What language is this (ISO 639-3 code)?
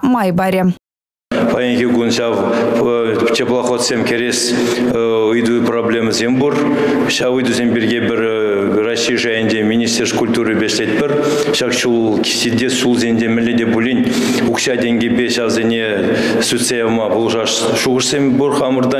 chv